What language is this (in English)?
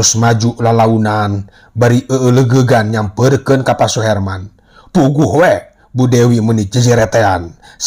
Sundanese